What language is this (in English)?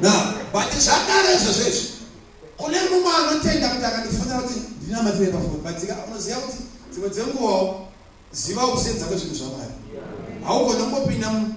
Shona